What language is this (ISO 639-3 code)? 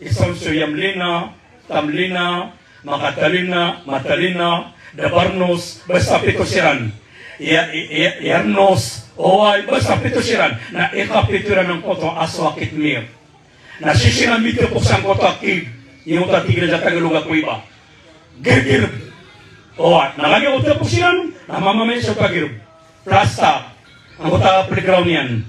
mrw